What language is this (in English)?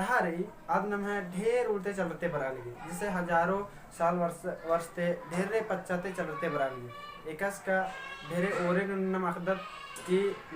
Kurukh